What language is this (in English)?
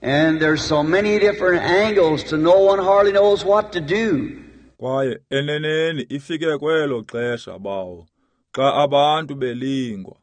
Xhosa